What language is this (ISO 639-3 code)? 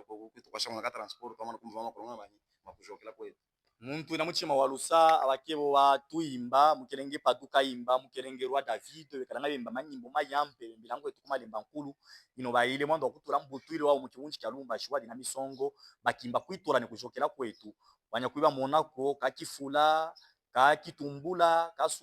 lub